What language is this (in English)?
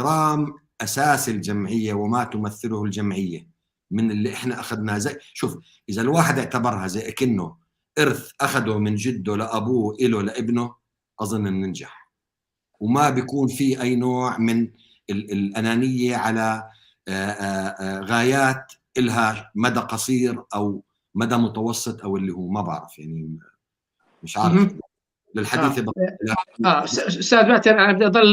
North Levantine Arabic